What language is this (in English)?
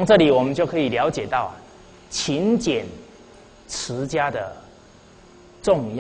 Chinese